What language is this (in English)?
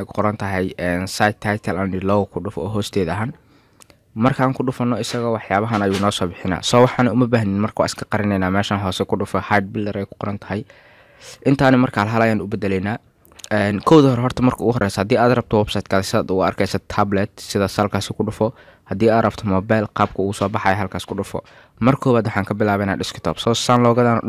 Somali